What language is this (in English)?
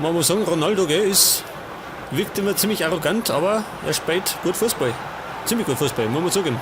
Bavarian